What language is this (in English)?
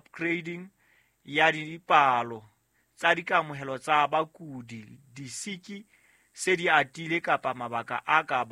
Southern Sotho